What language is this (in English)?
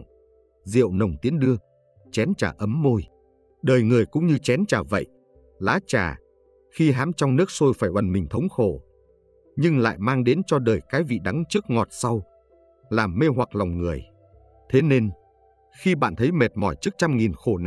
Vietnamese